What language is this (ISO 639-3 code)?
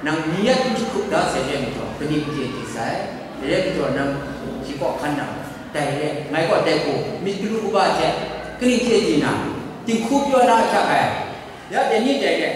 kac